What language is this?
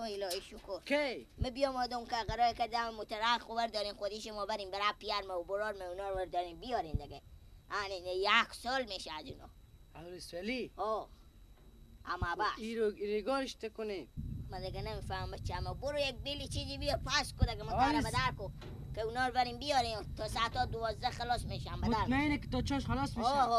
Persian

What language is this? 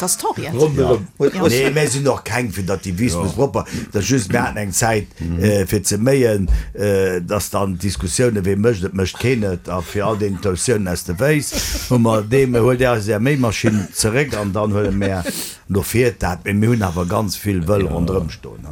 Luxembourgish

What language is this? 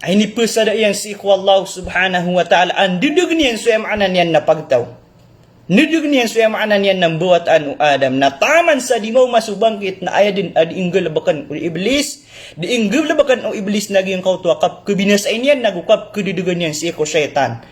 Maranao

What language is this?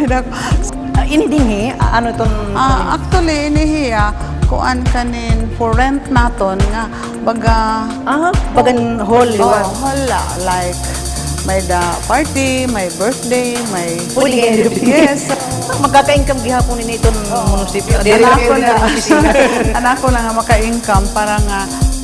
Waray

